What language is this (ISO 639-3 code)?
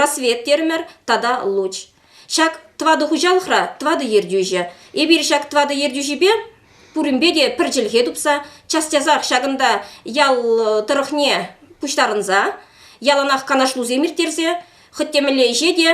chv